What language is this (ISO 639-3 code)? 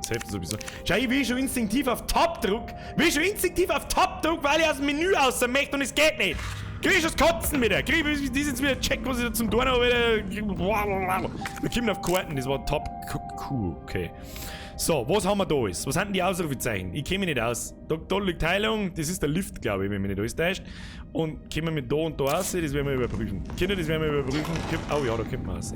bar